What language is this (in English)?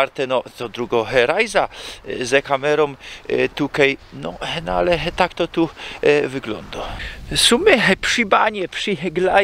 Silesian